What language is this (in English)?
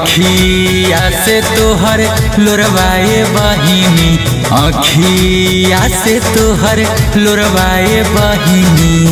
Bhojpuri